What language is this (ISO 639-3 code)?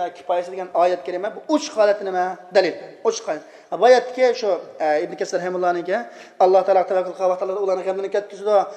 uig